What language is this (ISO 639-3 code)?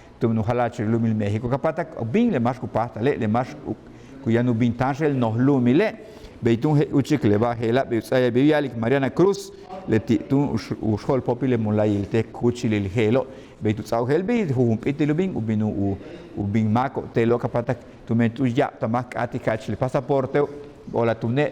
yua